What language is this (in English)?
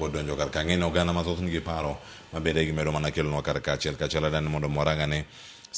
Luo (Kenya and Tanzania)